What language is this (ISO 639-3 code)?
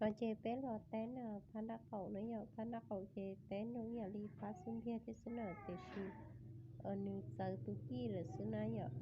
hmn